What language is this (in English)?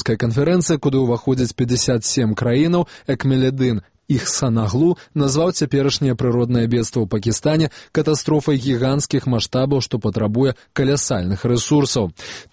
Belarusian